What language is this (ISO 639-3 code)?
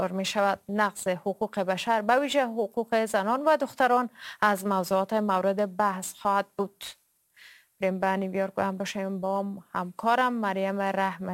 fas